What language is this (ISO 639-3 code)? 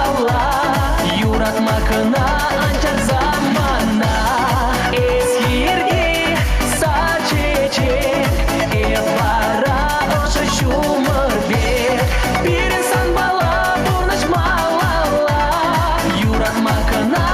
chv